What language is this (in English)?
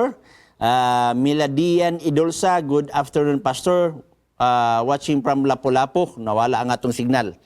Cebuano